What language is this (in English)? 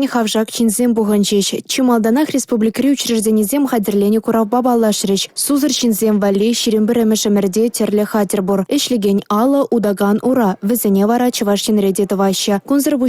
Chuvash